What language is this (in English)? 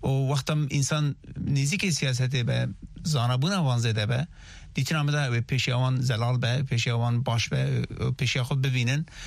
Kurdish